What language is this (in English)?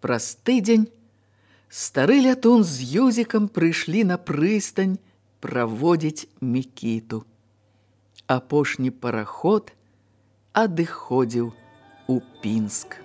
Belarusian